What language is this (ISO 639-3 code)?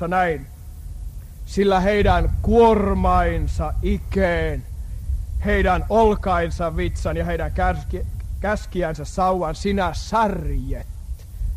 fin